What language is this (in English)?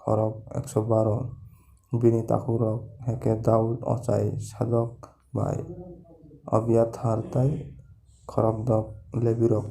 Kok Borok